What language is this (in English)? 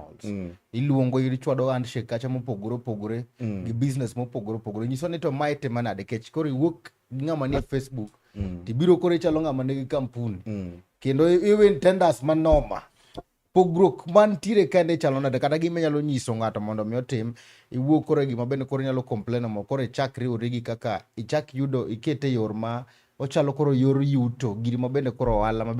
Luo (Kenya and Tanzania)